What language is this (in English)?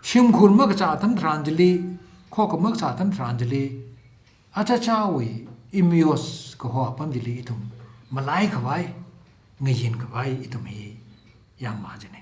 Tangkhul Naga (India)